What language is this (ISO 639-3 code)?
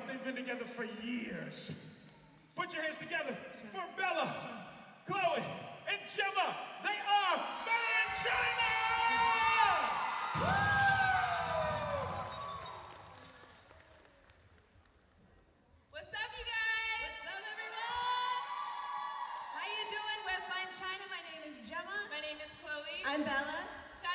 eng